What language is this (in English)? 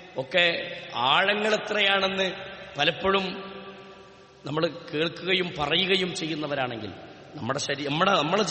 Malayalam